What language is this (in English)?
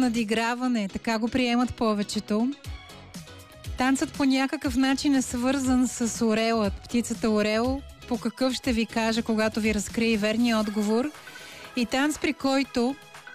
Bulgarian